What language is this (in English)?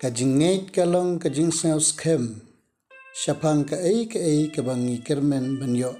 Khasi